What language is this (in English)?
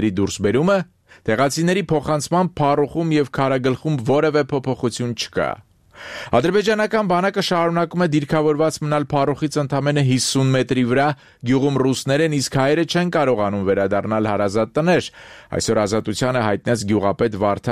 Armenian